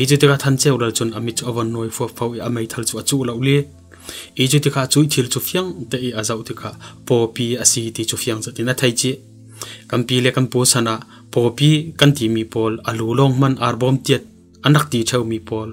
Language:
Falam Chin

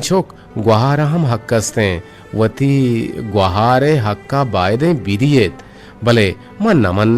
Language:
Eastern Balochi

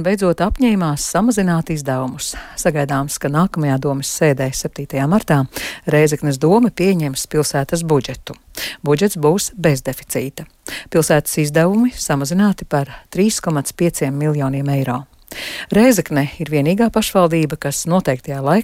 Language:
Latvian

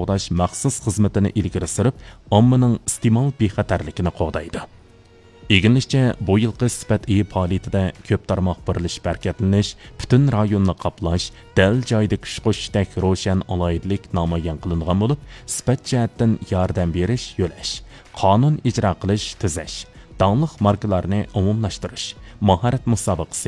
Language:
Uyghur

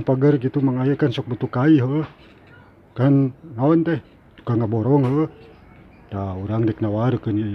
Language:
Sundanese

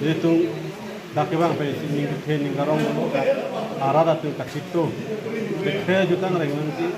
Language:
Karbi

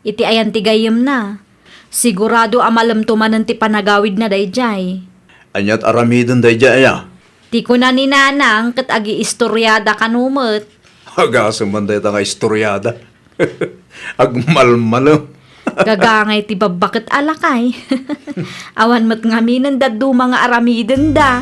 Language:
Iloko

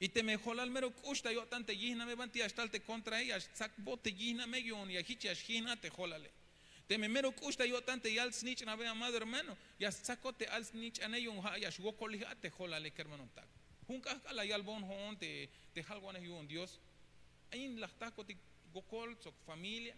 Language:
Tzeltal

